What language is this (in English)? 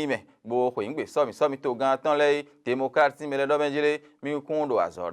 Fon